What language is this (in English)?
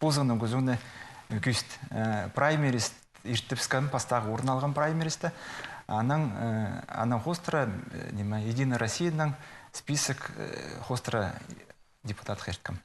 Khakas